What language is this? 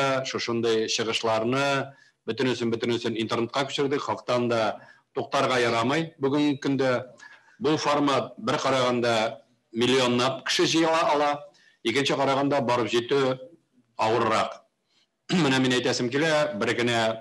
Tatar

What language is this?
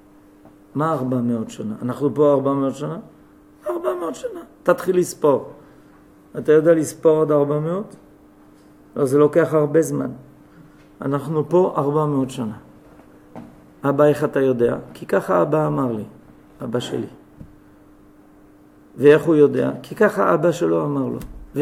Hebrew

